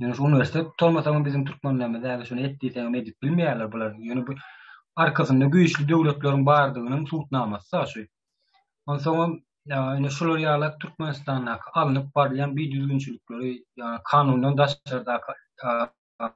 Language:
Turkmen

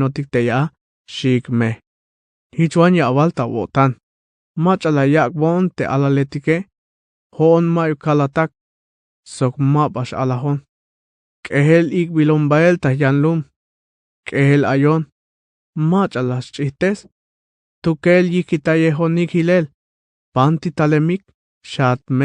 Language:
Tzeltal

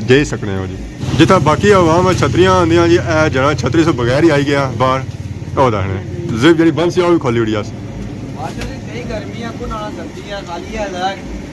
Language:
Pahari-Potwari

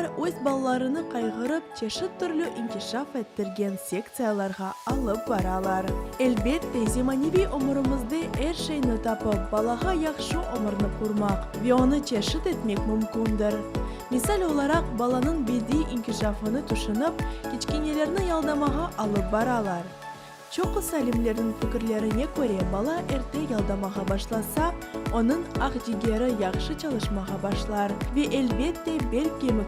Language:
Crimean Tatar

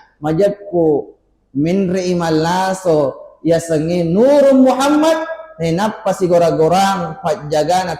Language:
Buginese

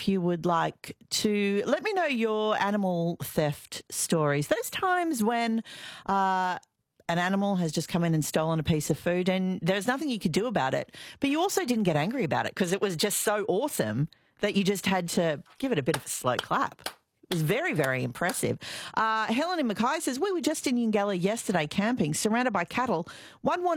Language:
English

